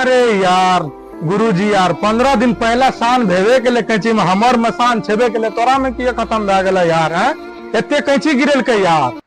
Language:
Maithili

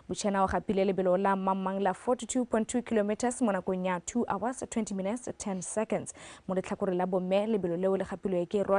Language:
Tswana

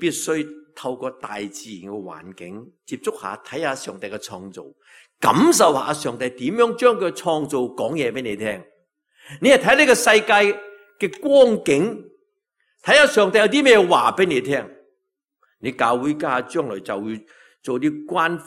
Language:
Cantonese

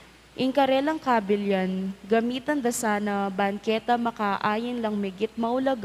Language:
Pampanga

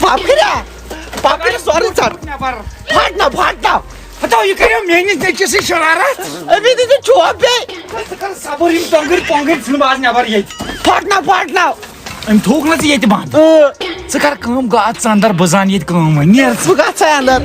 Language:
Kashmiri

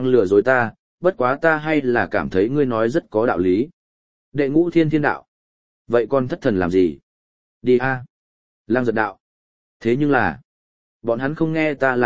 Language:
Vietnamese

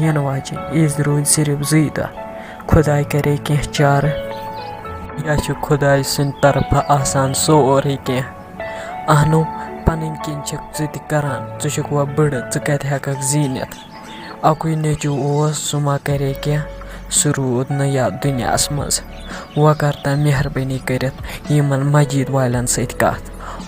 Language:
Kashmiri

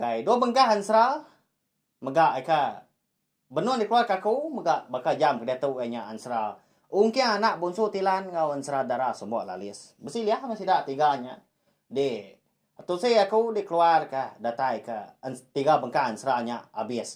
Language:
Iban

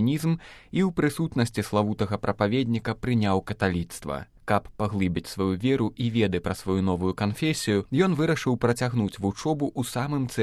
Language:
Belarusian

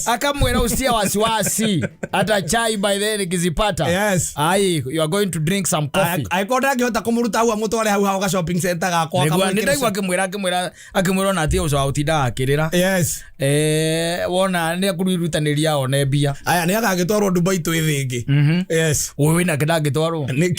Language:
Kikuyu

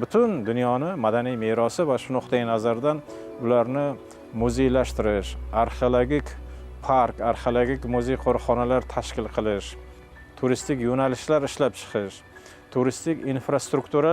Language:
Uzbek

